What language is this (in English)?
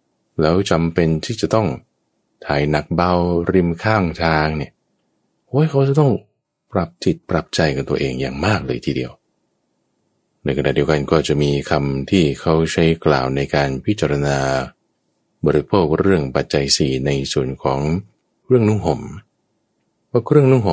Thai